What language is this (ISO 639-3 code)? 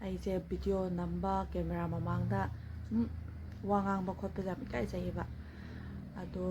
mni